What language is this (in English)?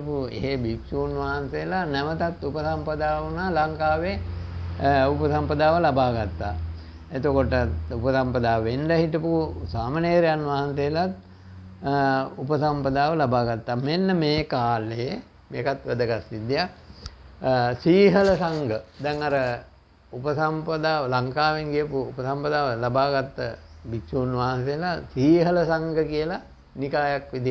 Sinhala